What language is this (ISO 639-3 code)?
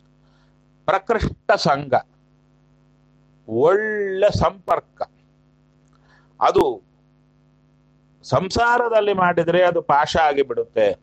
kan